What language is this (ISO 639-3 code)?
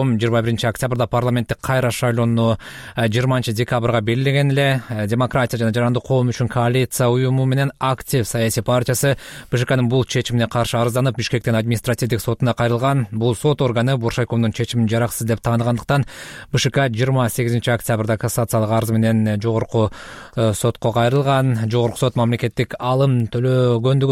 kir